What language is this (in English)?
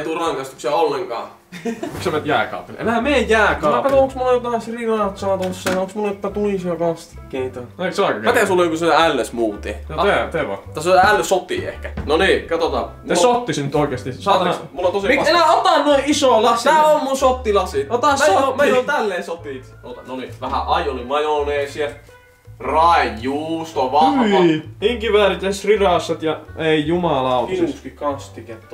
Finnish